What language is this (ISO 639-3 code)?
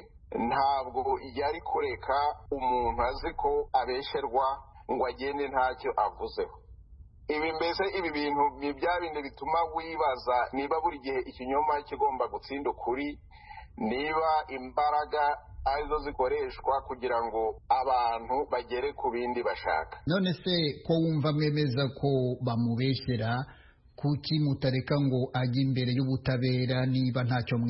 kin